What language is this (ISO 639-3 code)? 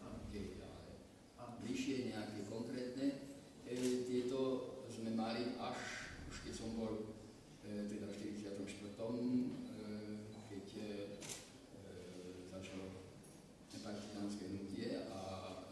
slk